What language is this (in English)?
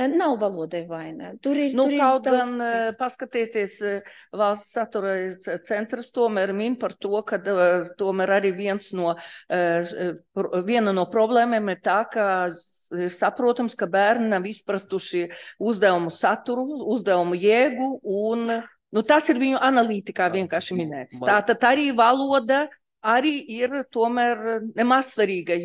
Latvian